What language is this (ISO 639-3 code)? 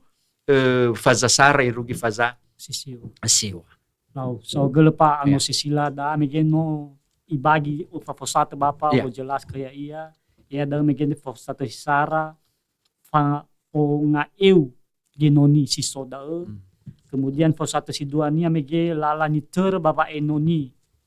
nia